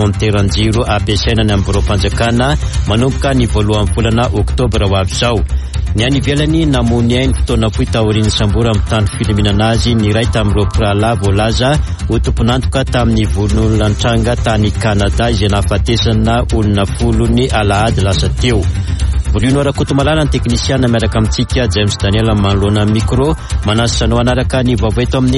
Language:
Malagasy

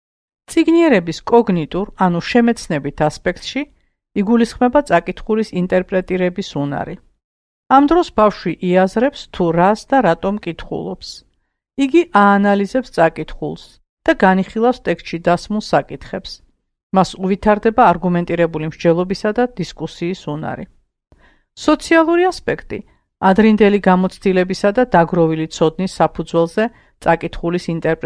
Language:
Georgian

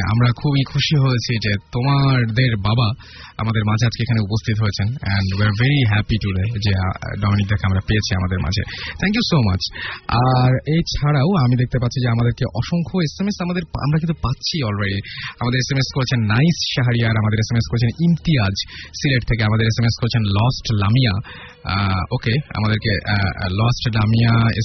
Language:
Bangla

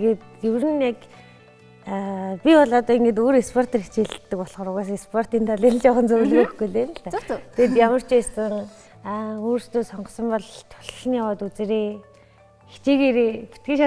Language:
Mongolian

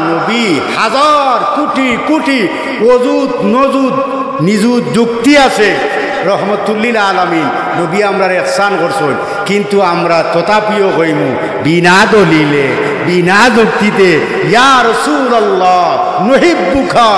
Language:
Sylheti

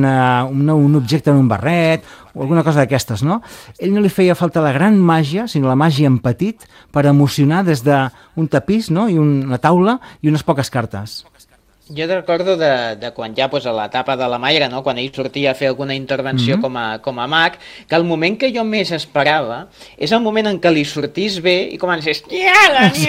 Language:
Catalan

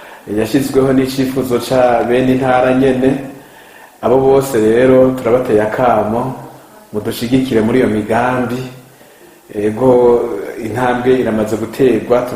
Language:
Rundi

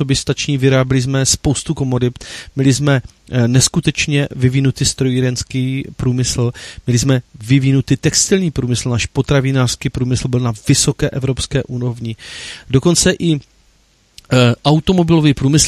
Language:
Czech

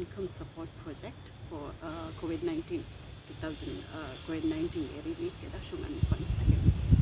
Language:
Divehi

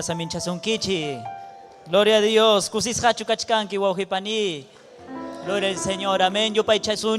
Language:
Ayacucho Quechua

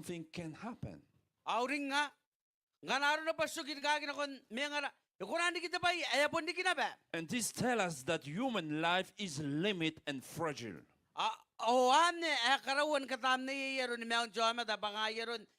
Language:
Gilbertese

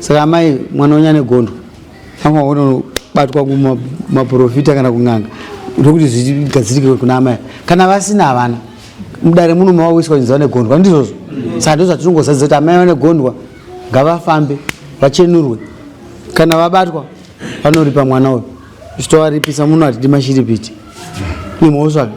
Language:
Shona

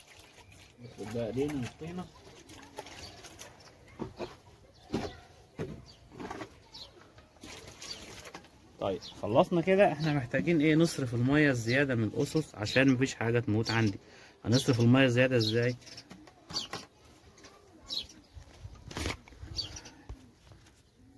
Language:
Egyptian Arabic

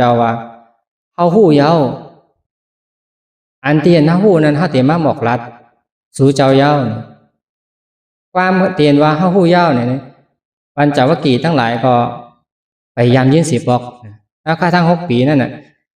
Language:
Shan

